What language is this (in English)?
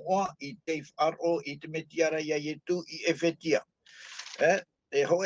Tahitian